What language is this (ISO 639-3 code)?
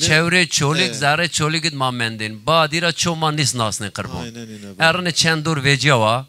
zza